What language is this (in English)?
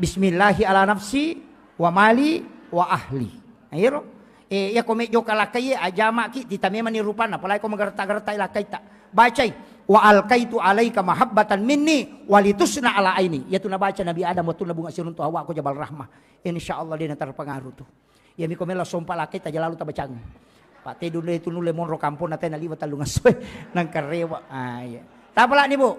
Buginese